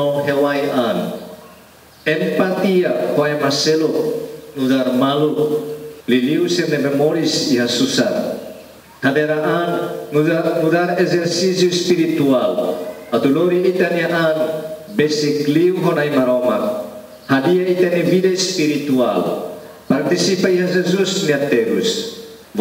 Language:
Tetum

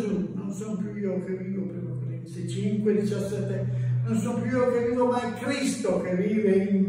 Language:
Italian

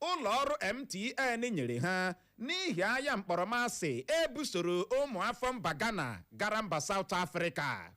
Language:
Igbo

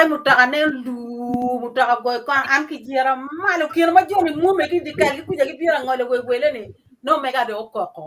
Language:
Acoli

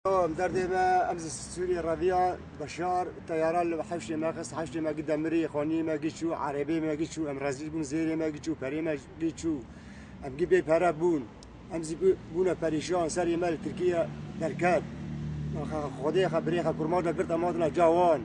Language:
Kurdish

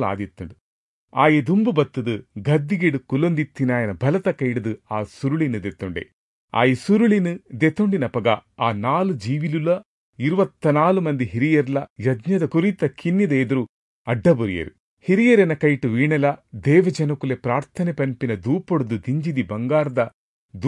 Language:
Tulu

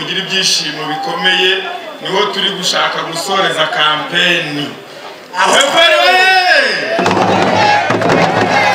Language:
Kinyarwanda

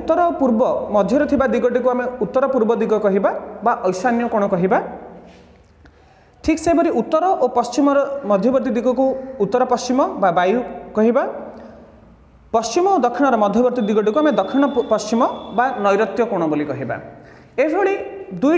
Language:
Odia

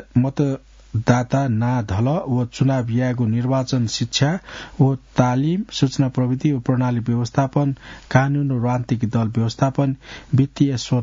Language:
Newari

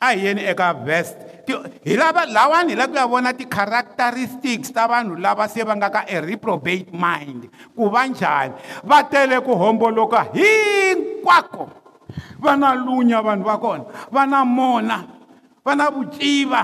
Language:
Tsonga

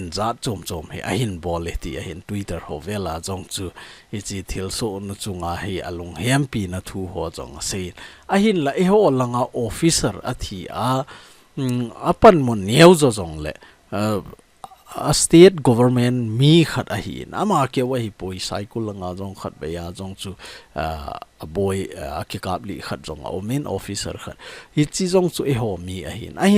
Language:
Thado Chin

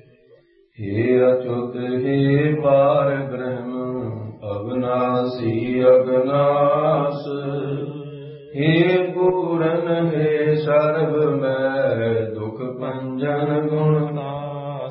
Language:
Punjabi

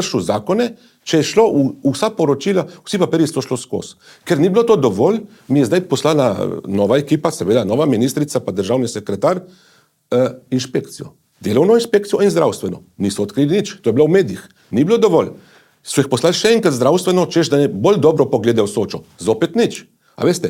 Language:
Slovenian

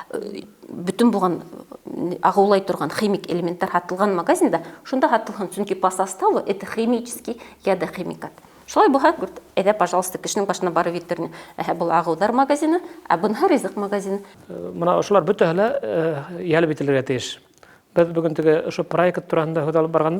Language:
Bashkir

